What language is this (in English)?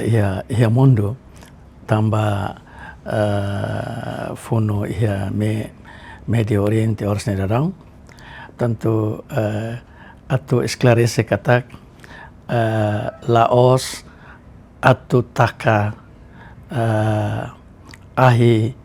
Tetum